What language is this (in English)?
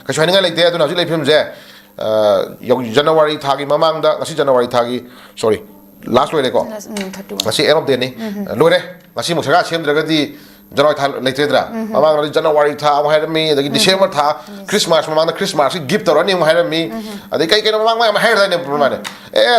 Manipuri